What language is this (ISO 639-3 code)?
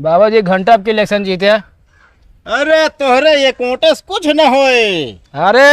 awa